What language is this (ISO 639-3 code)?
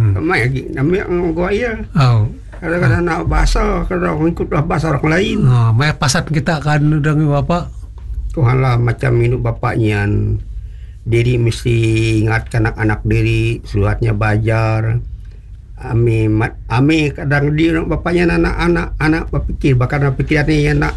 msa